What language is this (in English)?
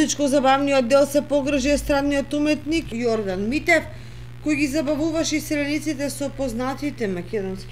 Macedonian